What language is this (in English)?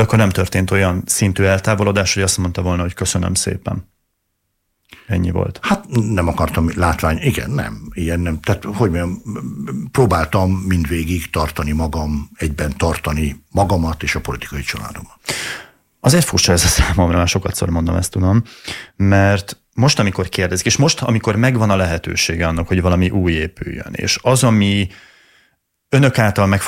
Hungarian